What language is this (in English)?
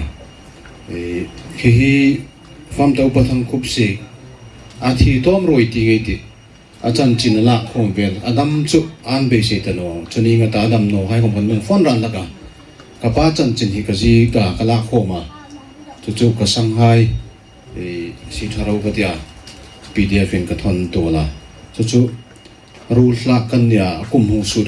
Hmar